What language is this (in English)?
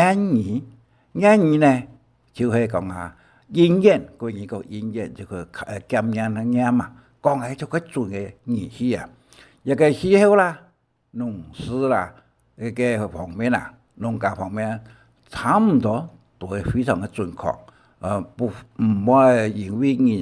Hakka Chinese